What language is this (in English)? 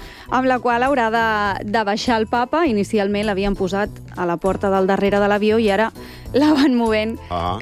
Catalan